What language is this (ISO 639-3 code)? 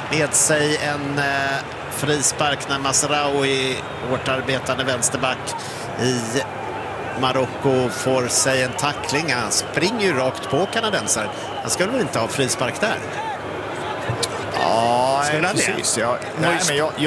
swe